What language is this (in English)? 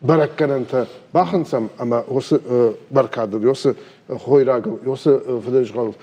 Ossetic